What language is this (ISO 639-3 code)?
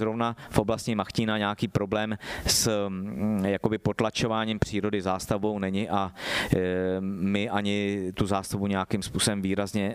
ces